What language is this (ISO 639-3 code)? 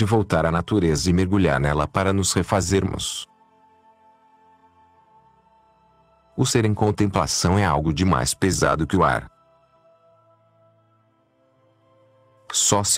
por